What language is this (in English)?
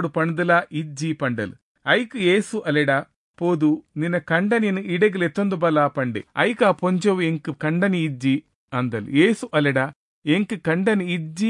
Tulu